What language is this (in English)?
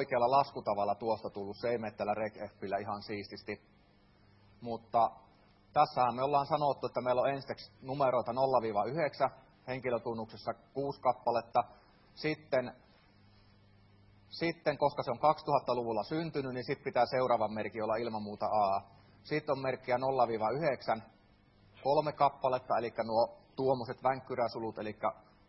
Finnish